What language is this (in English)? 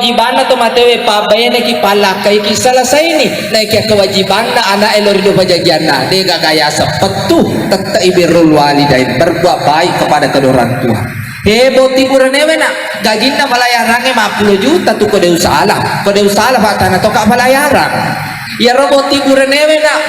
Buginese